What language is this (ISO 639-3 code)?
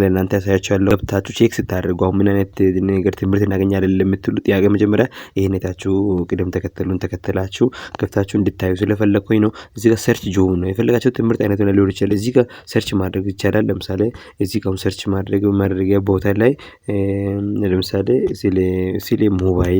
amh